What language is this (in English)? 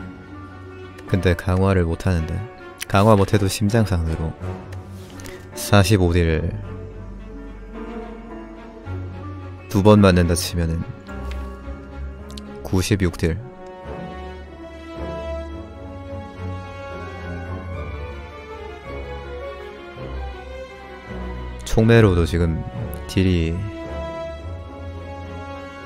Korean